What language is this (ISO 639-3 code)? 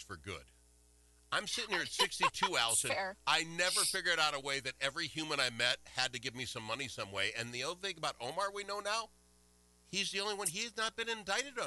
eng